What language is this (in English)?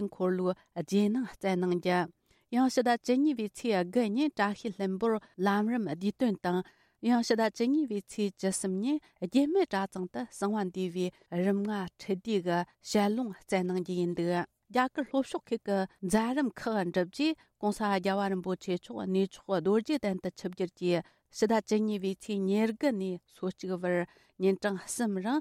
Tibetan